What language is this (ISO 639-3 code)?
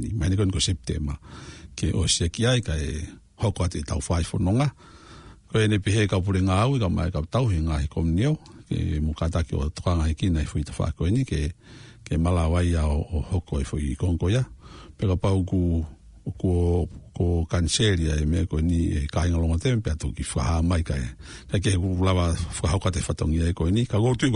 ton